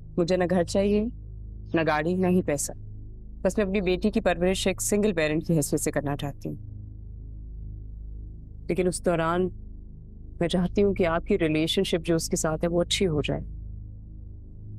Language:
Hindi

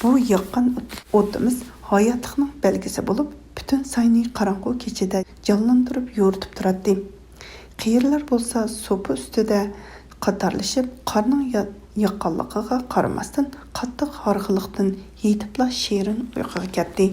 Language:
Uyghur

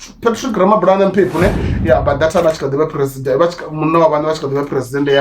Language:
Venda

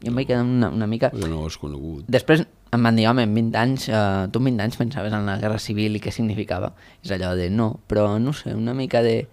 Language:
Catalan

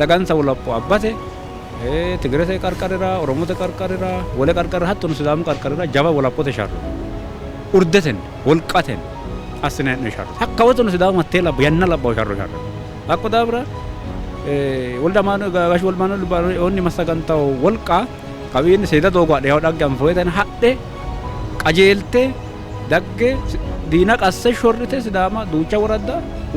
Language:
Sidamo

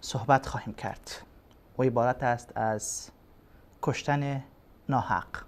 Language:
Persian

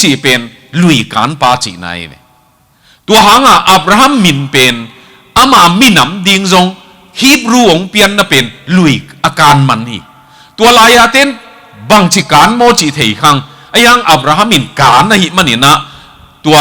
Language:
Tedim Chin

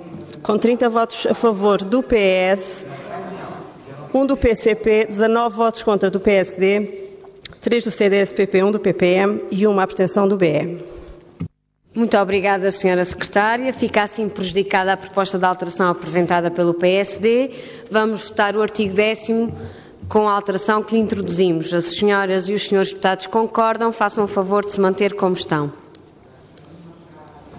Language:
Portuguese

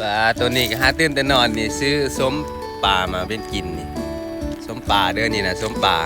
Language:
Lao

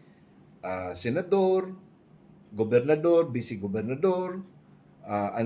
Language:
Bikol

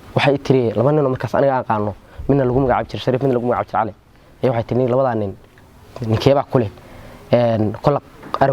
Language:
Somali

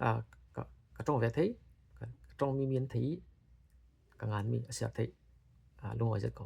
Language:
Falam Chin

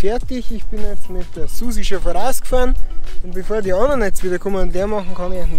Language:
Bavarian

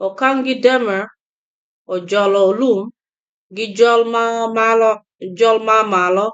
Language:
Acoli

